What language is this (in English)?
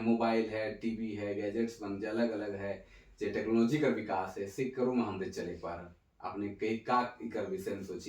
Sadri